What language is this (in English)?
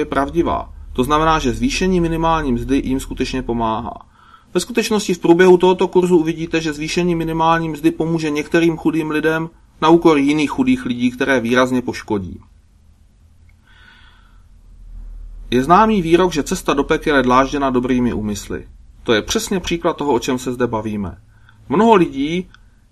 Czech